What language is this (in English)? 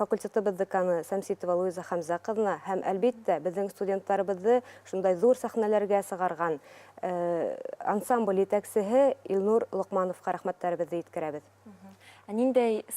Bashkir